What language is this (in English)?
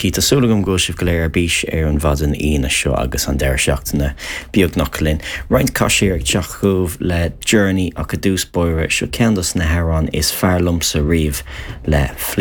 Irish